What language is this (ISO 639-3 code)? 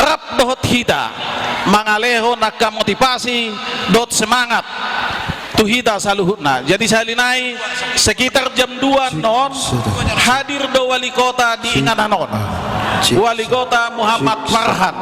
bbc